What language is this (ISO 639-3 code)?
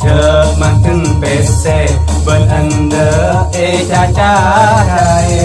mad